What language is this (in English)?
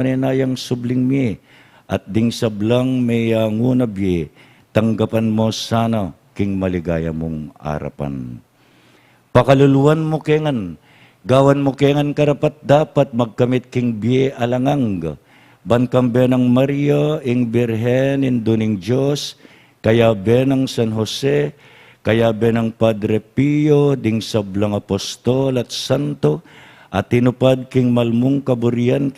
Pampanga